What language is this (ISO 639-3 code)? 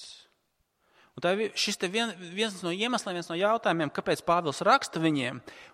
lav